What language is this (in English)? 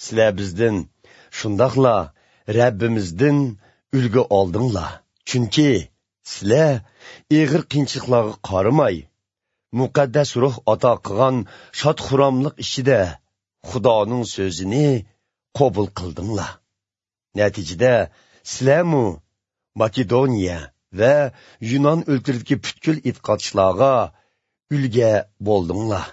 Uzbek